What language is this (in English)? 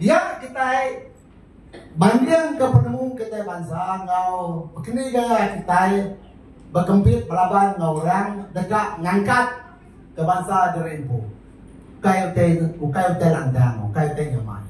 Iban